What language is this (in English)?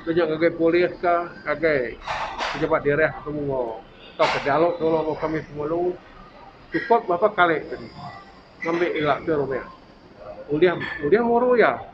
Iban